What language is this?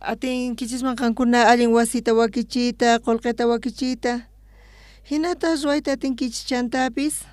South Bolivian Quechua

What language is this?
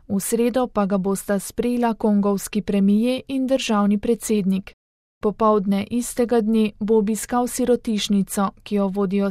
Slovenian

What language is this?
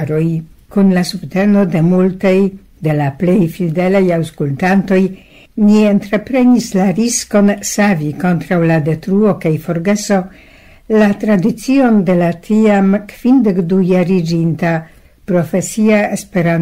Esperanto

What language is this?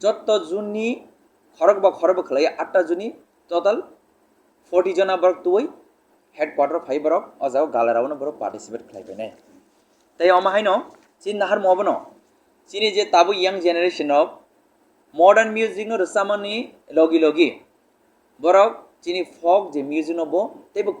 Kok Borok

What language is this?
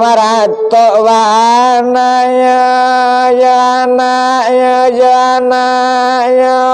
Minangkabau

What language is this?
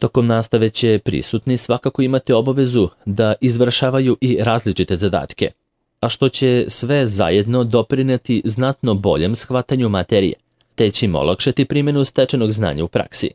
Serbian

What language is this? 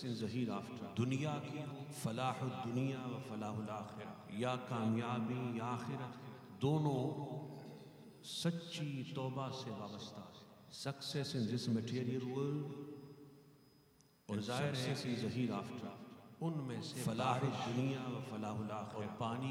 Urdu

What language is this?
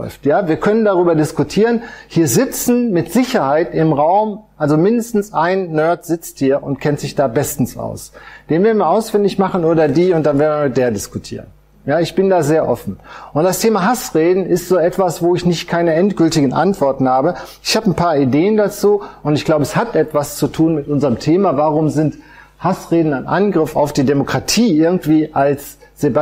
German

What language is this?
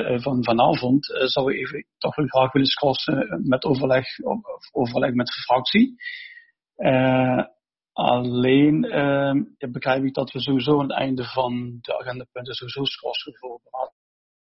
Dutch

